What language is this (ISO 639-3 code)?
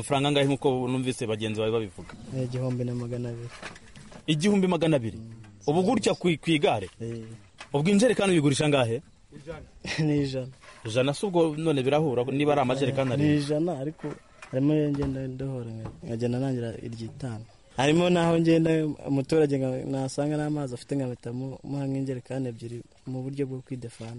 kin